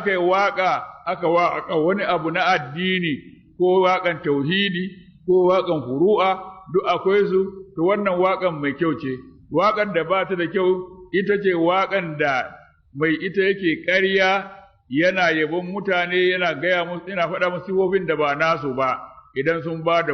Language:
Hausa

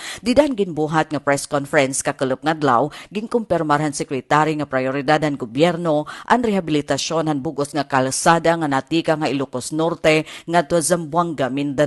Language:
Waray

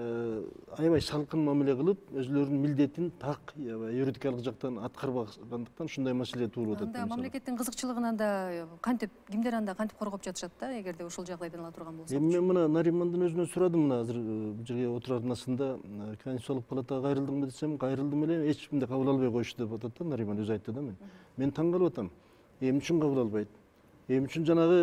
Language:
Kyrgyz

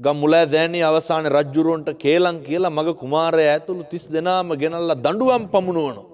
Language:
Sinhala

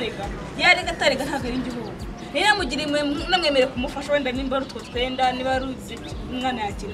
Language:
Kinyarwanda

